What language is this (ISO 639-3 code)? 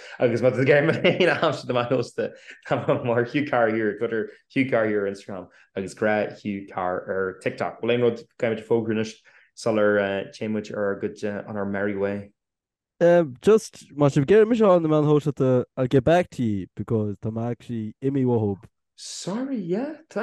gle